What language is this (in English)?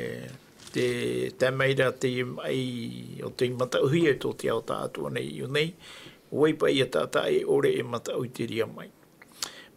Tahitian